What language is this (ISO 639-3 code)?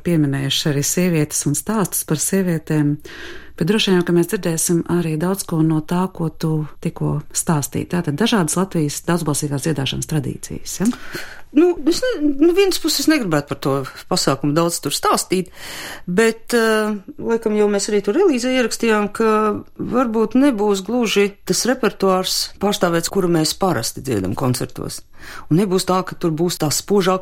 lav